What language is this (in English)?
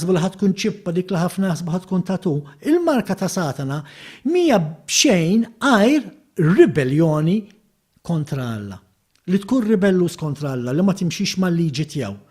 Maltese